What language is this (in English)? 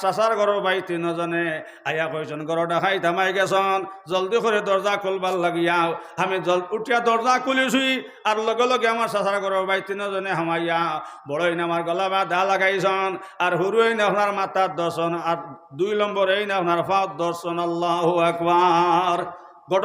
Sylheti